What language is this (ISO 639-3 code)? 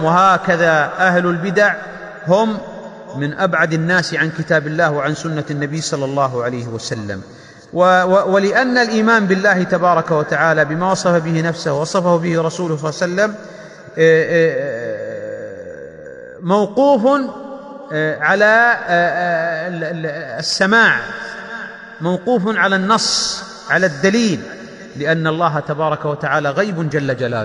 ara